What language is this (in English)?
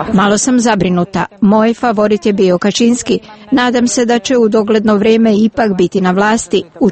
Serbian